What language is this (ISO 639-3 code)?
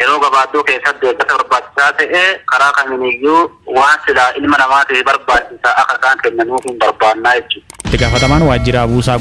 orm